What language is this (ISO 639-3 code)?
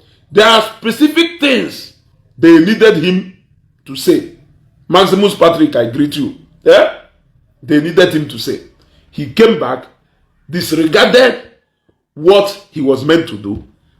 ibo